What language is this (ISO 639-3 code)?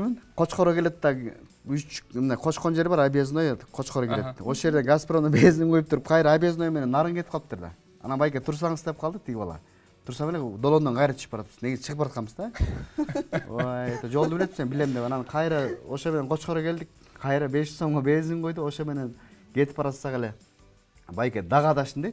kir